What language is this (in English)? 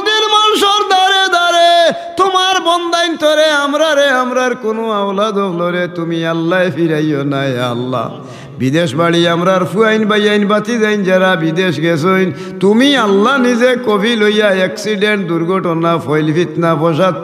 Sylheti